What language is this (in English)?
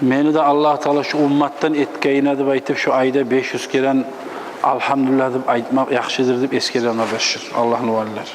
Kumyk